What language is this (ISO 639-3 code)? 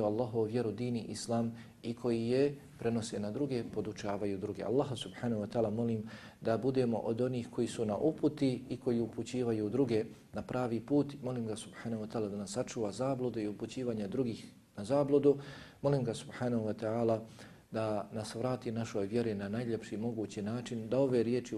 bos